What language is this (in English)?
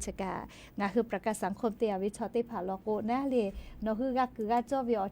Lahu